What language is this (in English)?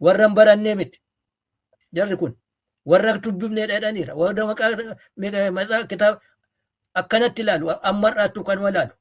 Oromo